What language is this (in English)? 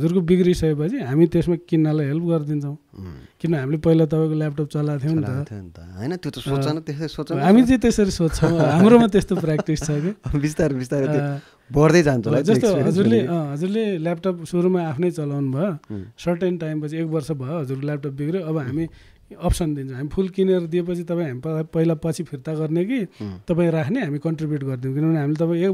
Nepali